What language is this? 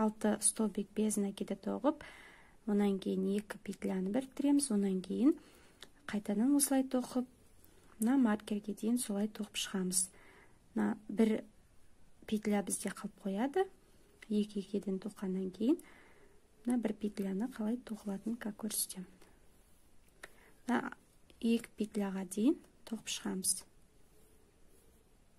Kazakh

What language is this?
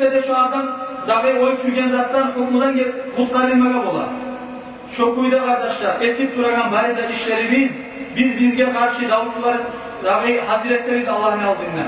Kumyk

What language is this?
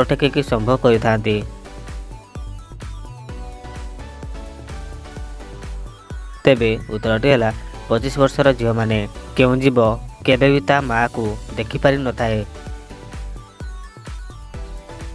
Odia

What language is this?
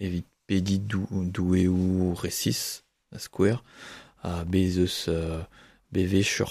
Breton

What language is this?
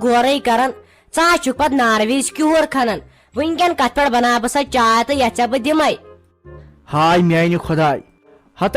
Kashmiri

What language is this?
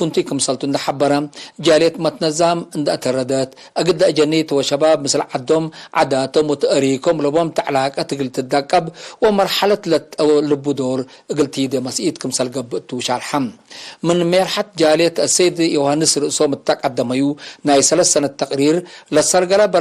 Tigre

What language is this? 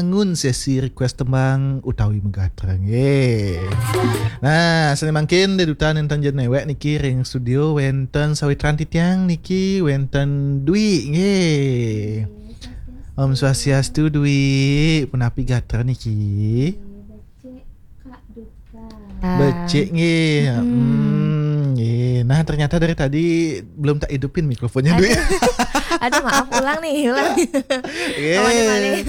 Balinese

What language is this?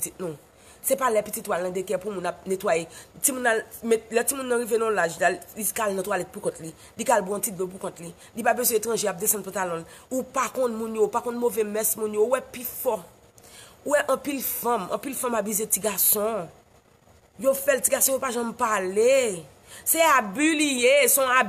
Haitian Creole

